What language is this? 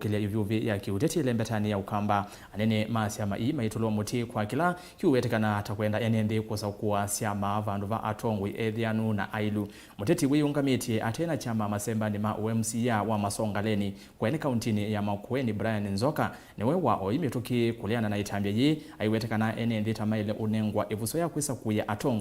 Kamba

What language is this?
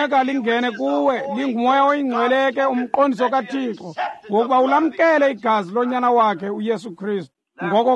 Xhosa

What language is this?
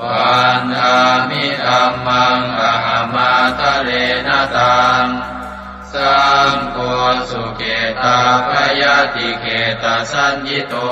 Pali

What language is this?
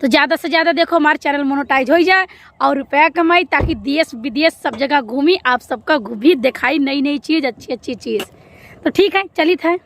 Awadhi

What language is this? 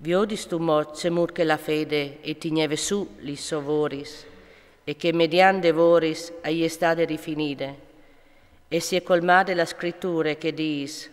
Friulian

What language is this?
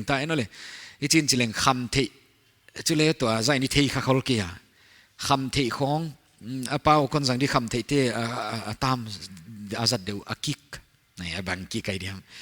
Paite Chin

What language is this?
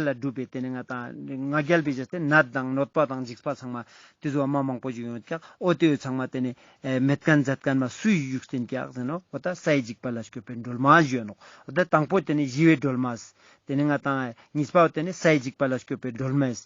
Ladakhi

